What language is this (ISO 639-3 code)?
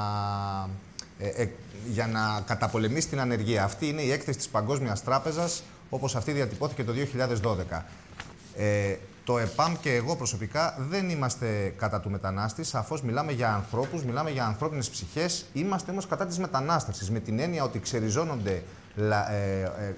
ell